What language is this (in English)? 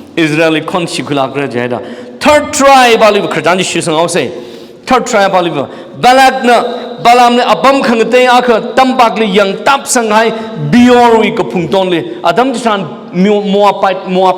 Tangkhul Naga (India)